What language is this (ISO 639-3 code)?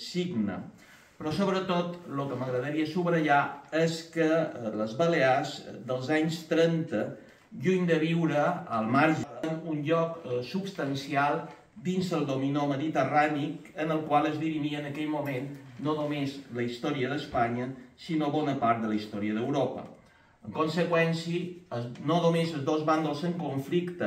cat